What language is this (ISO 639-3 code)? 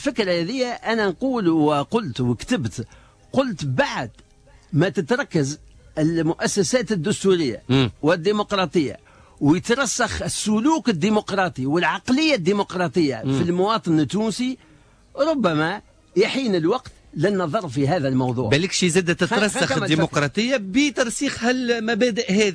aeb